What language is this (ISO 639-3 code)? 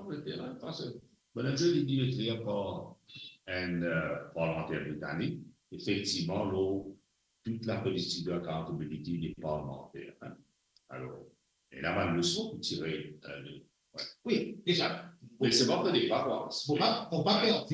mfe